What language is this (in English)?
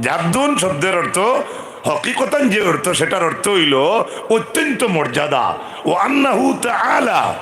Sylheti